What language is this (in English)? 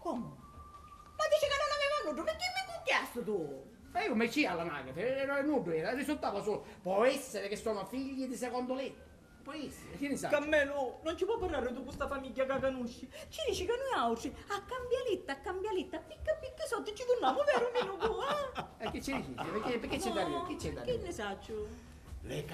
Sicilian